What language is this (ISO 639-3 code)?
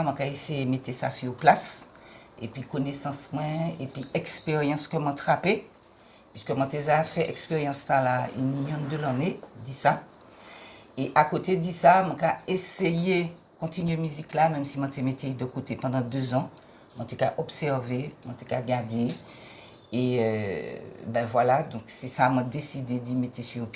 gcf